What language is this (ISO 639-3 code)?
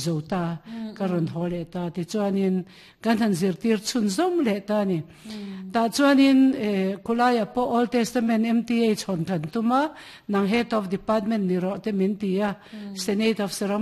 lus